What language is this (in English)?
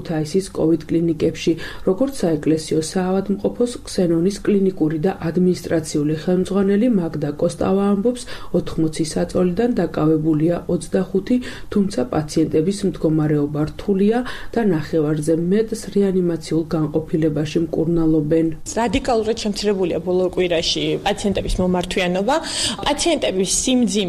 Georgian